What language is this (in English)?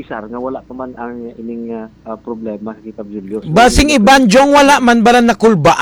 Hiligaynon